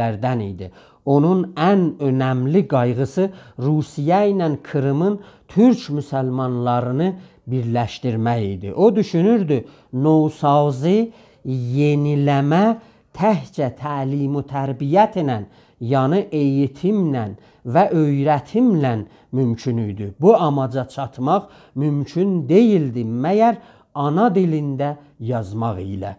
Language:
South Azerbaijani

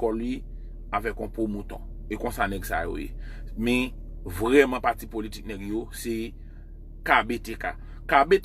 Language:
Haitian Creole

